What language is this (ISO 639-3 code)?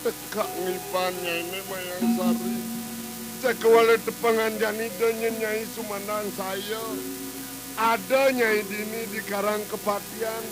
ban